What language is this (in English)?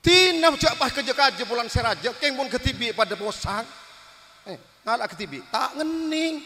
Madurese